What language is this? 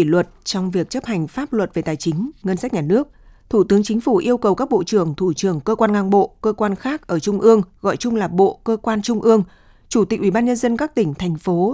Vietnamese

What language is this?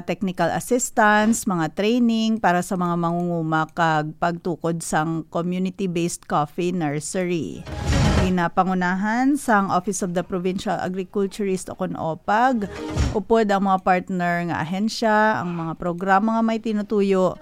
Hiligaynon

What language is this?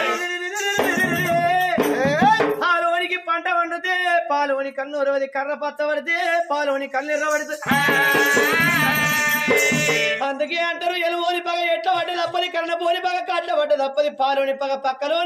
Telugu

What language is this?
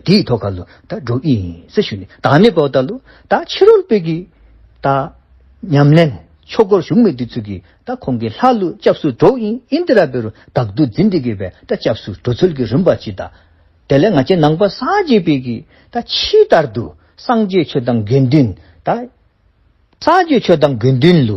Dzongkha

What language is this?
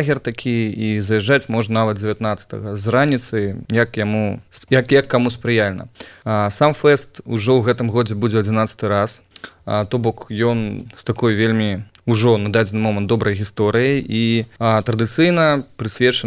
Belarusian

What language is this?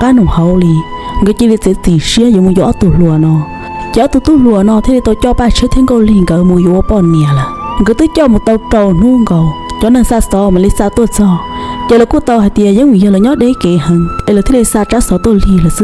Hmong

